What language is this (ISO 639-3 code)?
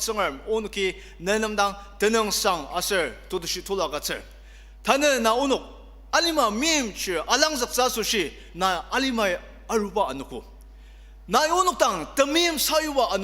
njo